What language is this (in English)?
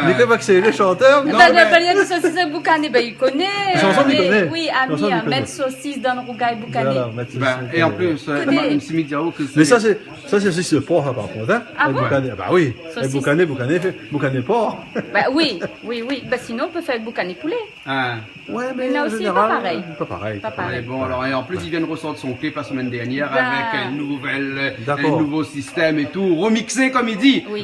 Réunion Creole French